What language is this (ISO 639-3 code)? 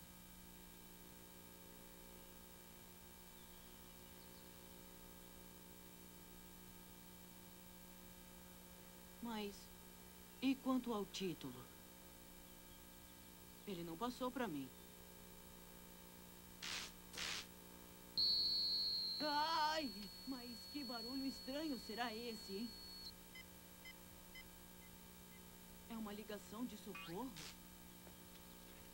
por